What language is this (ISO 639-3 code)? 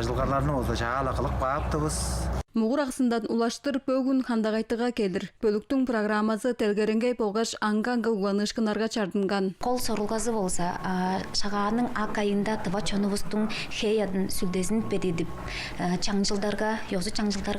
tyv